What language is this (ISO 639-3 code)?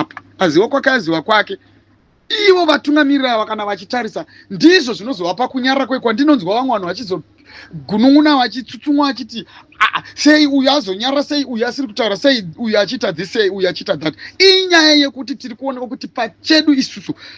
sna